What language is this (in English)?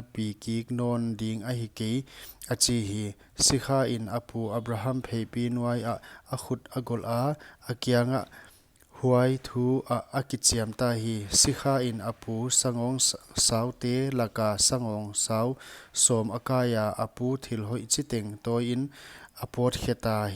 Paite Chin